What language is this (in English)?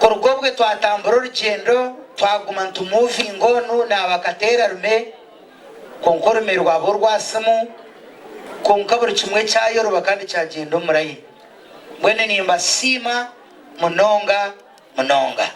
Nyankole